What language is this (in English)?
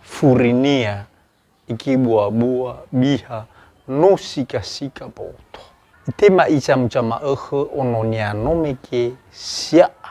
Nias